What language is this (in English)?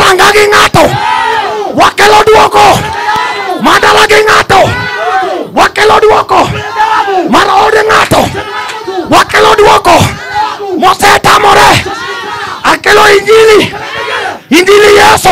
Luo (Kenya and Tanzania)